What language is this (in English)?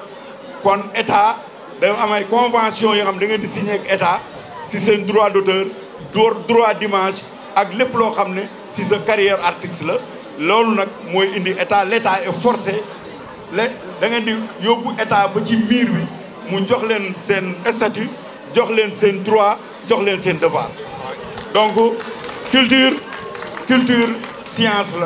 Wolof